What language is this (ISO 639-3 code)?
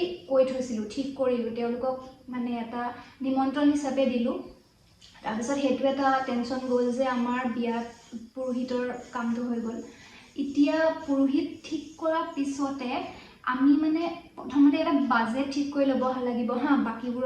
asm